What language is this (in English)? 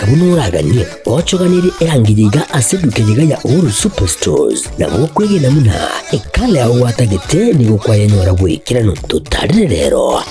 Gusii